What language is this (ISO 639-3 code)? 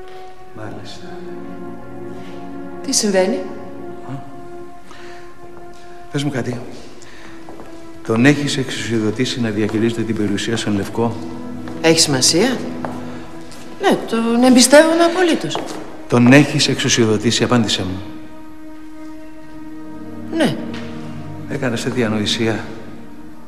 ell